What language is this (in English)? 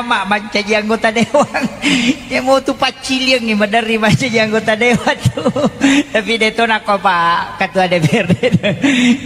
Buginese